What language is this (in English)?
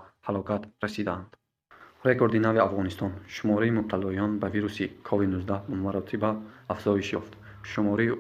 Tajik